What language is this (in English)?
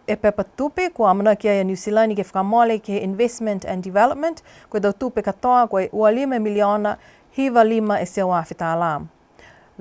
Niuean